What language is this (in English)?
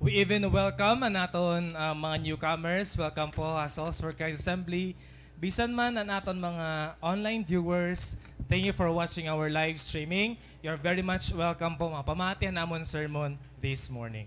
Waray